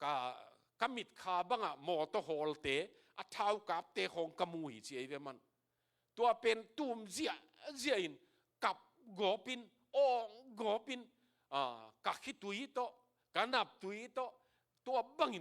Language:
Tedim Chin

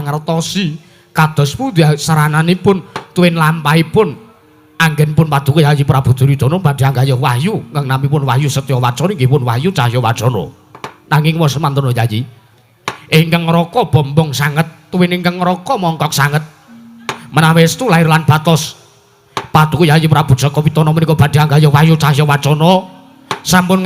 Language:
Javanese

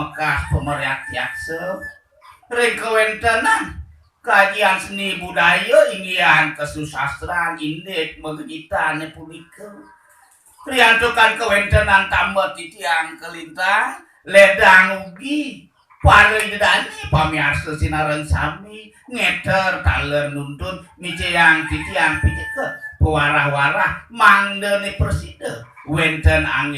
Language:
Balinese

